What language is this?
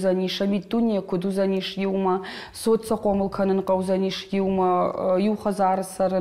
Ossetic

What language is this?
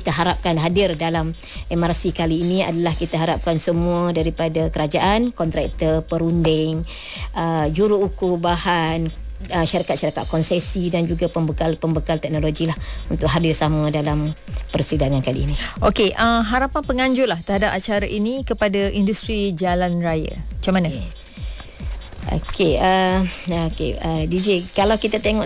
Malay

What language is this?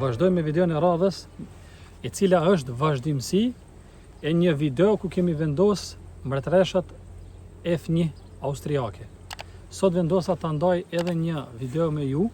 Albanian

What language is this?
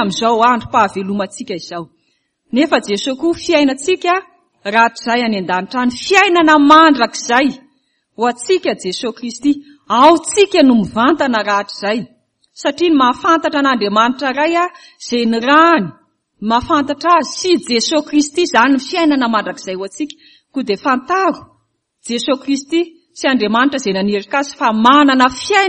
Malagasy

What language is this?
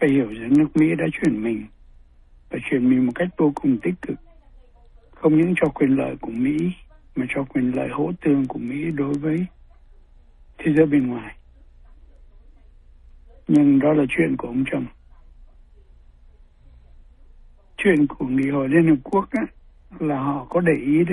Vietnamese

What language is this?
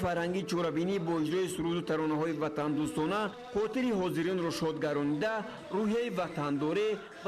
Tajik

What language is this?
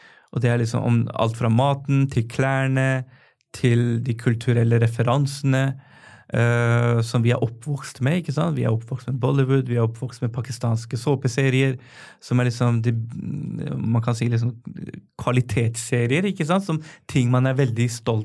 Norwegian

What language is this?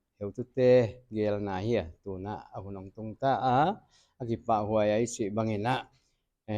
Paite Chin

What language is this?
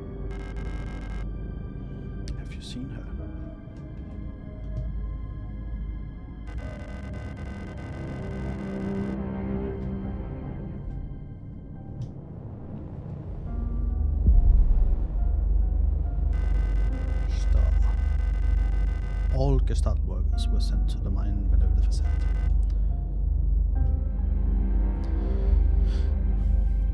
Danish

